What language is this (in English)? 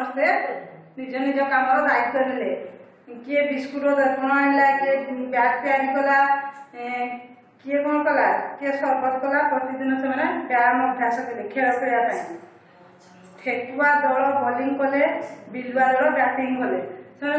Odia